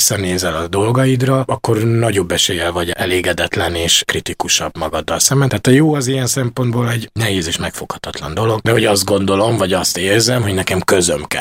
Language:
Hungarian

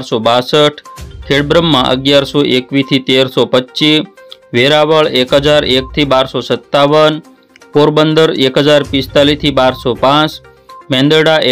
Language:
Gujarati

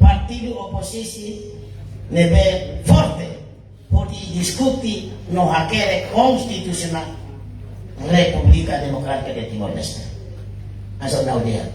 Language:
Tetum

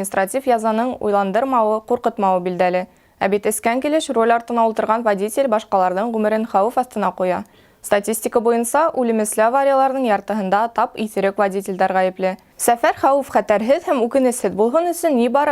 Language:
Bashkir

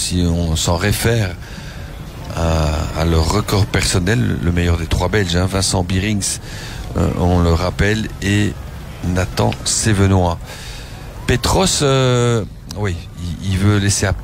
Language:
French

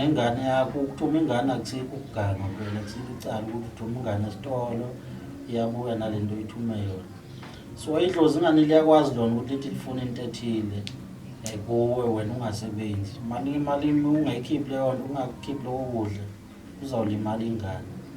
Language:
Zulu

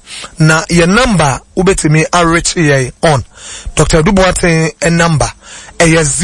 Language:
Akan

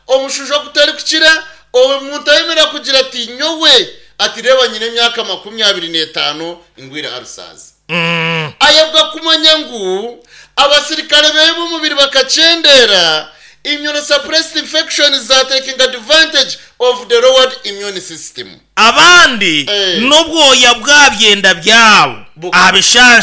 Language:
Nyankole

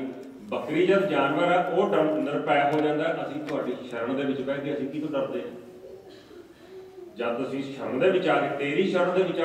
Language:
Punjabi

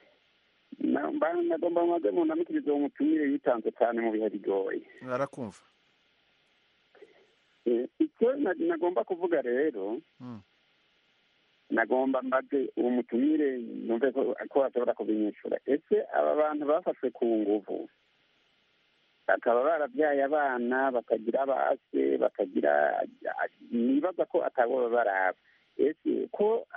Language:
Kinyarwanda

